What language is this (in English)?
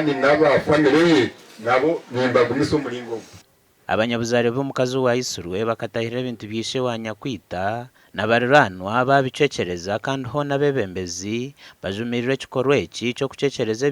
Nyankole